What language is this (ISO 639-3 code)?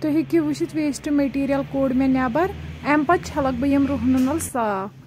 kas